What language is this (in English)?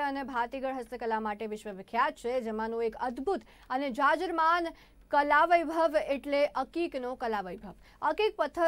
Gujarati